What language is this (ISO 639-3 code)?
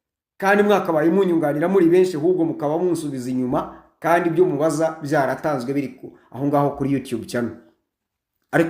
kin